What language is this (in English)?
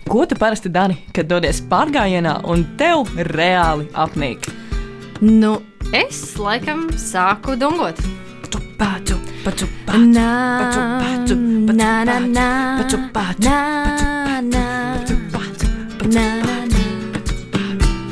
Latvian